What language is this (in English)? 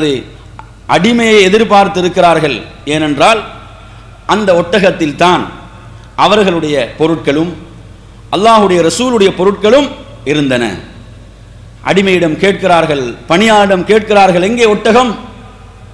Tamil